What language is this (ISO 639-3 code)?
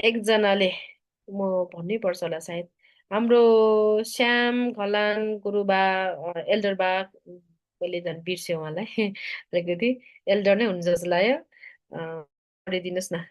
nep